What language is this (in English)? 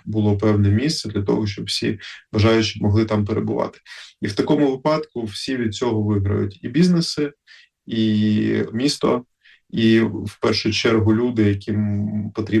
Ukrainian